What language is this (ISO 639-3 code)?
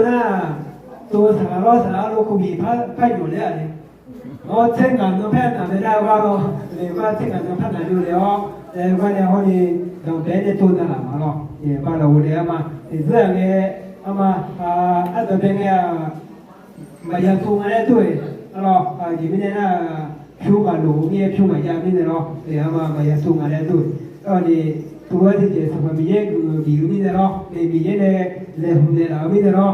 ahk